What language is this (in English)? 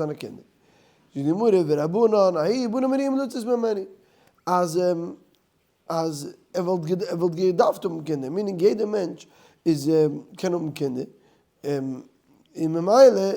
Yiddish